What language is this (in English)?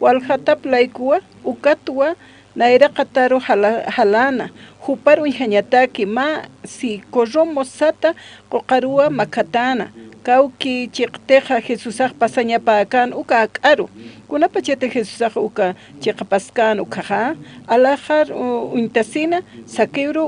Aymara